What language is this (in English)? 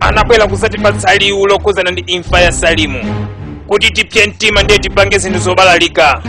Nyanja